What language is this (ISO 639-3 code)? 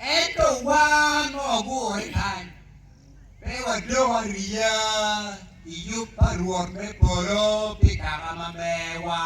ach